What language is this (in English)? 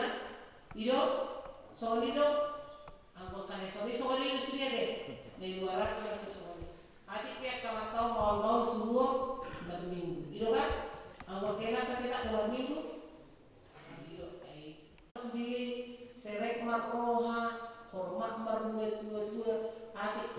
Batak Toba